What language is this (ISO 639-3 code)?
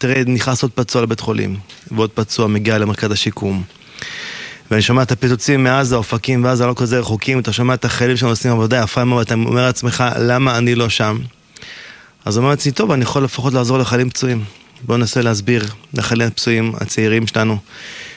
heb